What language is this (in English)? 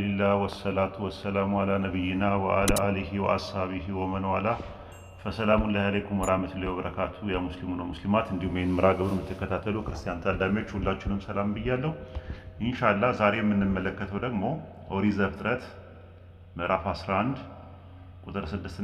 Amharic